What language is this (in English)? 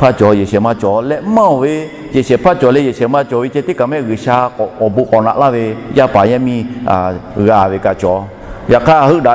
Lahu